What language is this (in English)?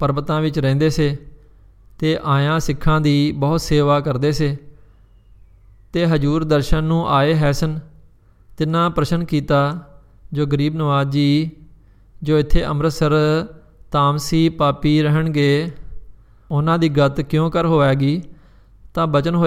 Punjabi